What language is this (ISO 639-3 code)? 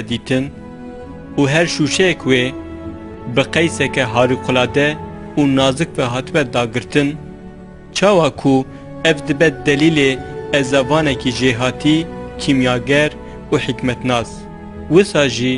kur